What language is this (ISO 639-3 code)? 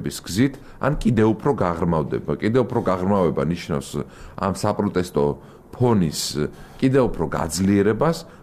kat